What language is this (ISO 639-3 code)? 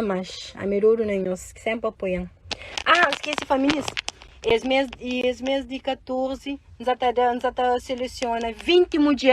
kea